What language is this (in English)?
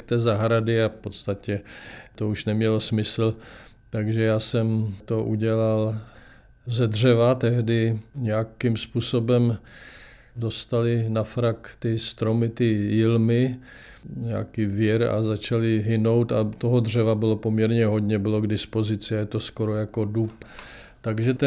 Czech